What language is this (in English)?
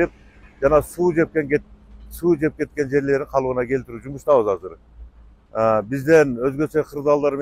Kyrgyz